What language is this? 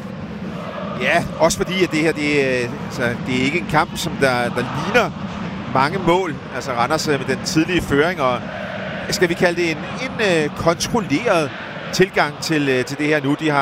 Danish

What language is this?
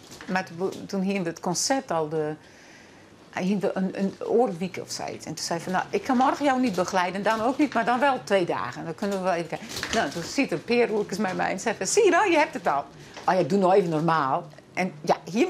Western Frisian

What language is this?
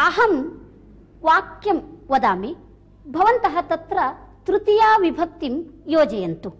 Sanskrit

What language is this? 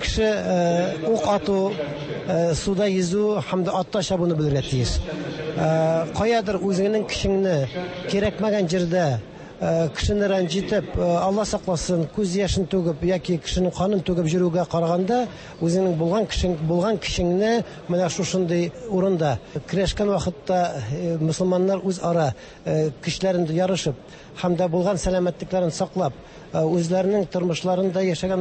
Tatar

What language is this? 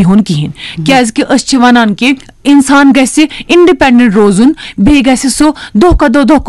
Kashmiri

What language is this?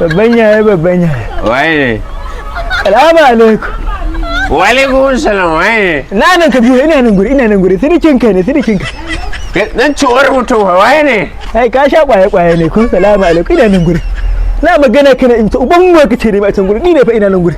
Hausa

